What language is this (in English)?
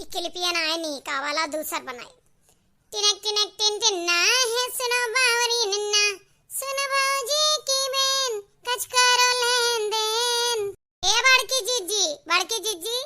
Awadhi